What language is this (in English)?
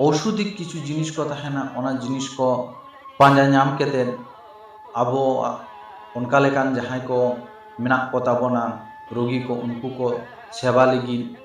Santali